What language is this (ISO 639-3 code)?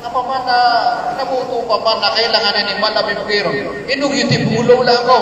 mrw